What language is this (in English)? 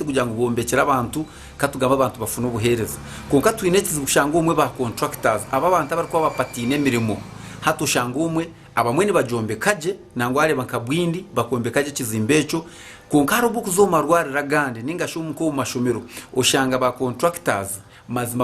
Nyankole